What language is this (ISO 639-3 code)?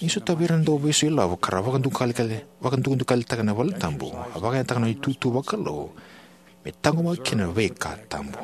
fij